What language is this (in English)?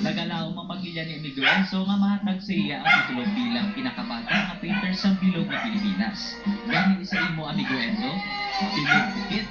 Hiligaynon